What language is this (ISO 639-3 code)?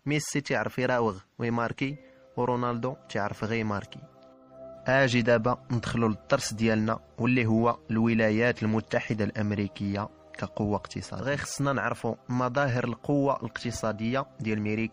ary